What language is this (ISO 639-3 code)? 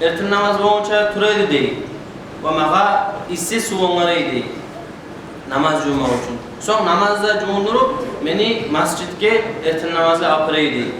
kum